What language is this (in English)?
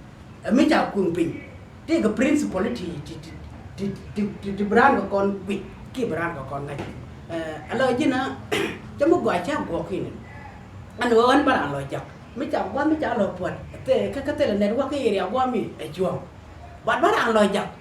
Nuer